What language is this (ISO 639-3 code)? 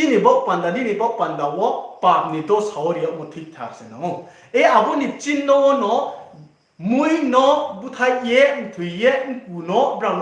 ria